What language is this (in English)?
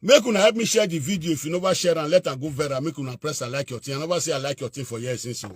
Nigerian Pidgin